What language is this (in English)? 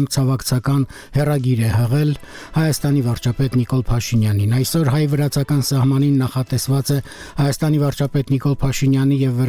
Armenian